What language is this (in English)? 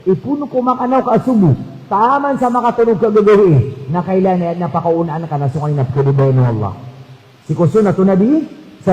Maranao